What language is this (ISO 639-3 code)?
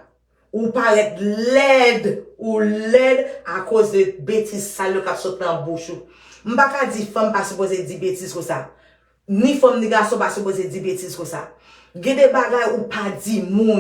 hat